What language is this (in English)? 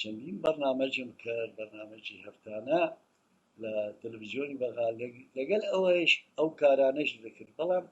Central Kurdish